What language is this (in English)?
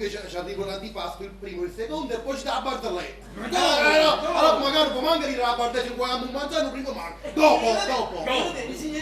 Neapolitan